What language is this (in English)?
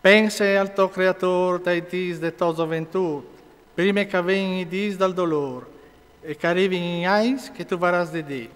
Friulian